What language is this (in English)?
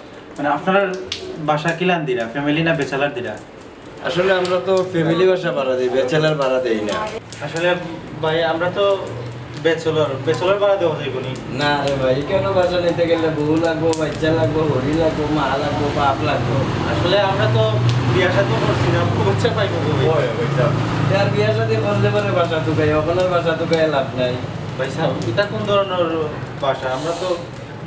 Sylheti